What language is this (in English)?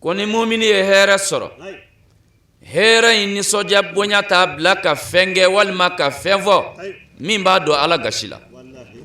Bambara